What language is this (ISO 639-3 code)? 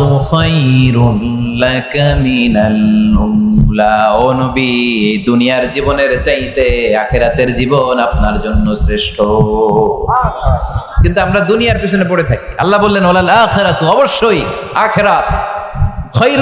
ben